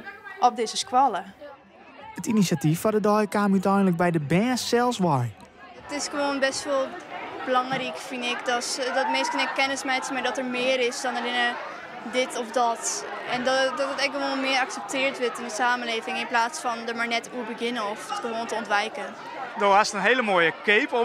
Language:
Western Frisian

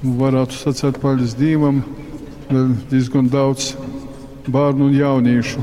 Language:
Latgalian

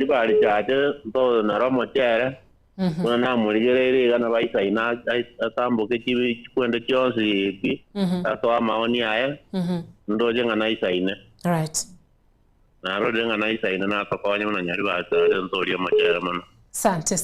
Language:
Gusii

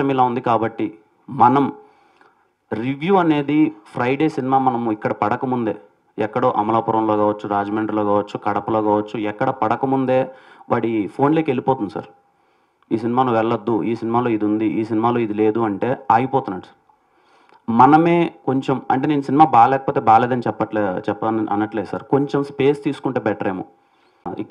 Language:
Telugu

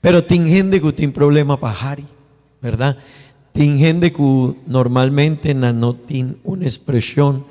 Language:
Papiamento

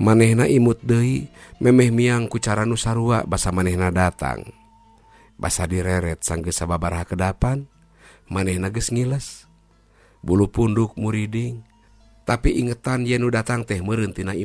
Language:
Sundanese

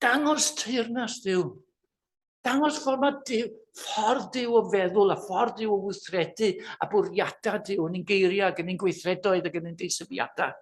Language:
Welsh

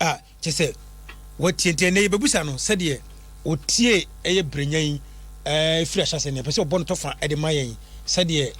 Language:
Akan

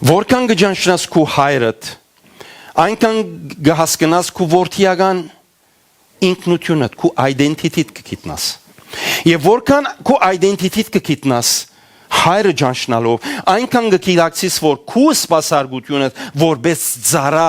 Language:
Western Armenian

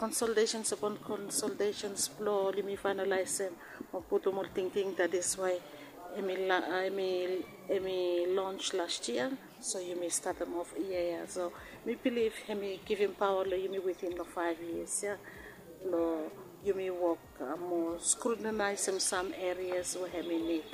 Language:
Bislama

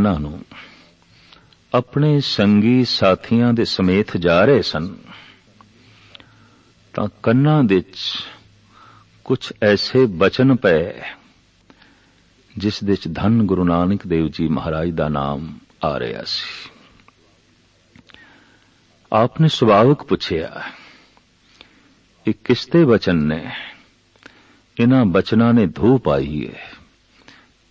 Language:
Punjabi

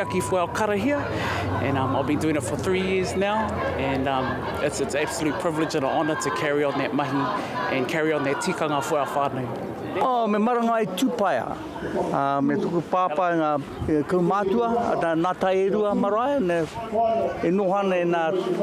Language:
Māori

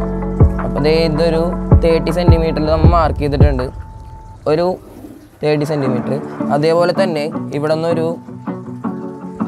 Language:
Malayalam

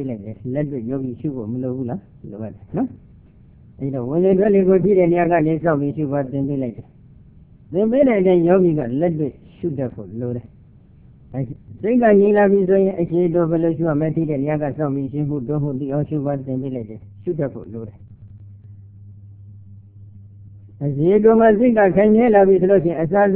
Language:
Burmese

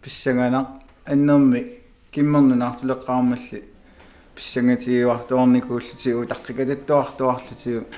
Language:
Kalaallisut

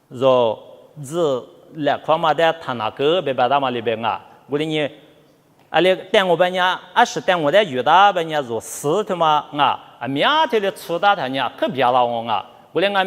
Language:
Lisu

